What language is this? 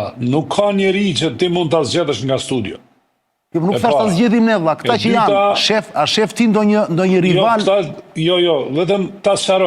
Albanian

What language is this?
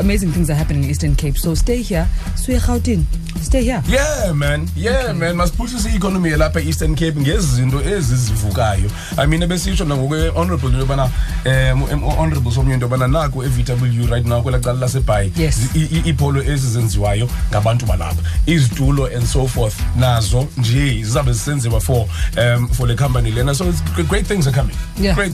Xhosa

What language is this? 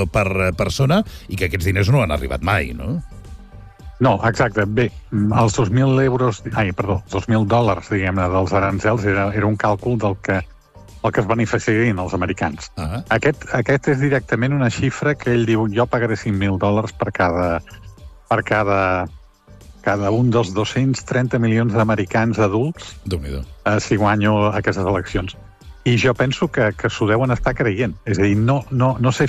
Catalan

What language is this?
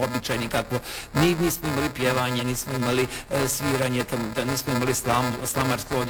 Croatian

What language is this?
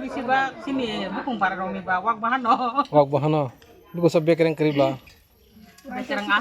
Kok Borok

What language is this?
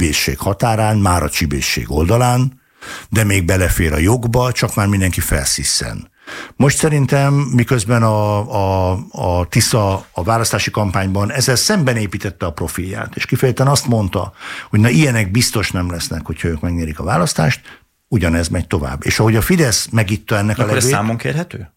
Hungarian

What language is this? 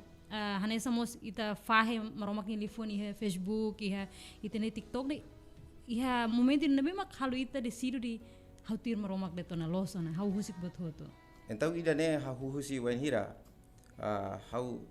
Tetum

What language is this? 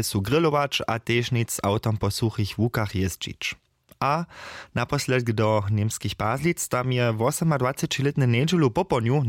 Upper Sorbian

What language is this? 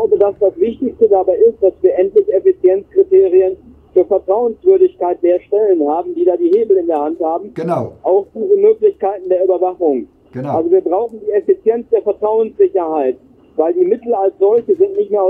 German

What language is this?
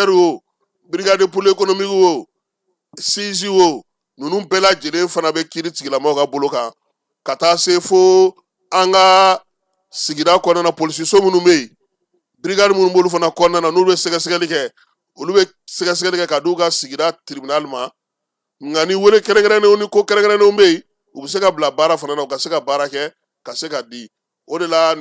Bambara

